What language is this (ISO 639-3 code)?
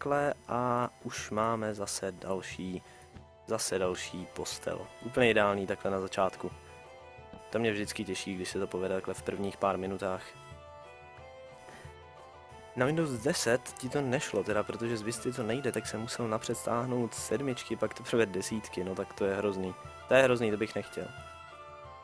ces